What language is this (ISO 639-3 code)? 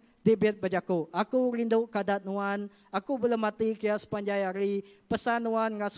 iba